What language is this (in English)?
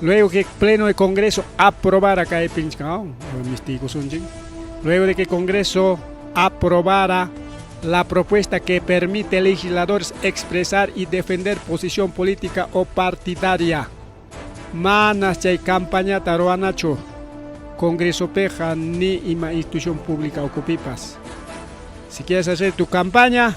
Ayacucho Quechua